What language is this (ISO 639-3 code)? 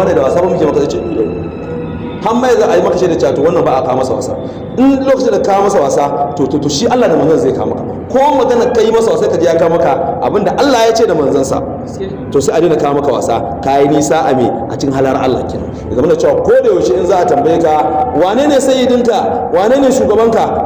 hau